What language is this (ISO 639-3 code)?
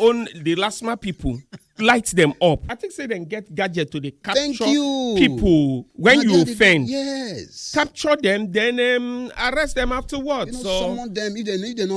pcm